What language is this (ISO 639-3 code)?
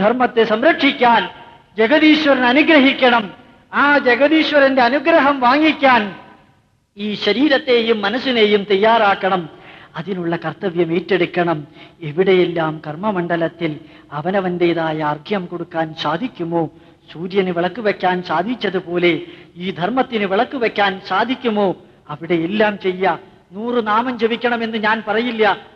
mal